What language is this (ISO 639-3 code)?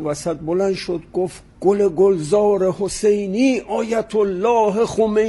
fas